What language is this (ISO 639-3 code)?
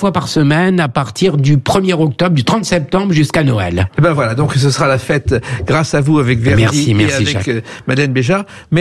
fra